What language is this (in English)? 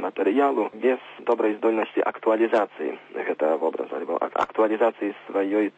Belarusian